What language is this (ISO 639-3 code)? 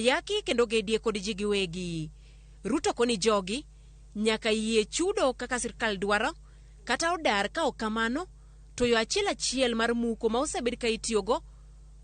luo